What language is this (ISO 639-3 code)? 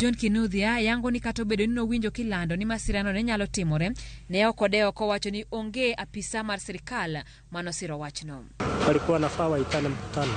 luo